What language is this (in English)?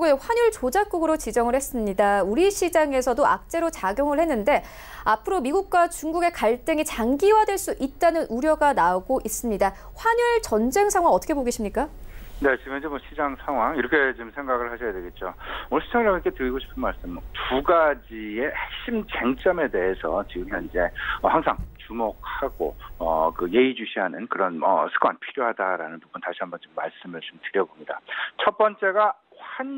Korean